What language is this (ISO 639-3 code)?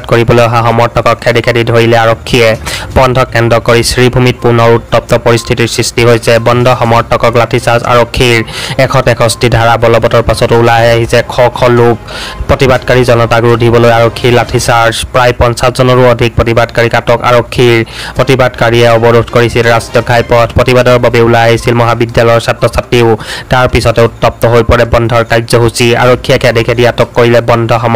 asm